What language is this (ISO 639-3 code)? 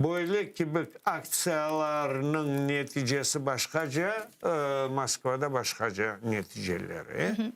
crh